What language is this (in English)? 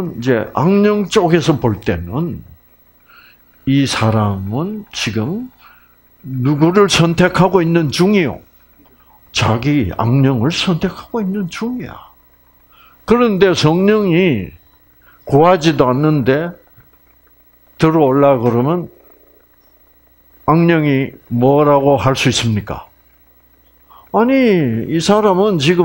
Korean